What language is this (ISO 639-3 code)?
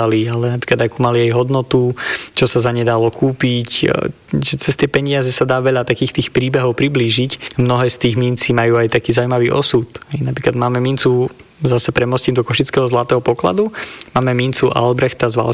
slk